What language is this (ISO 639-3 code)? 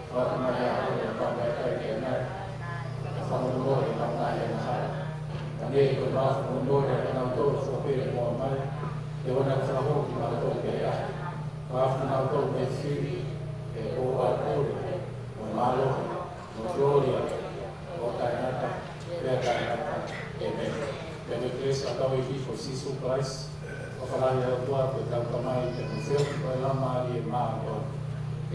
ton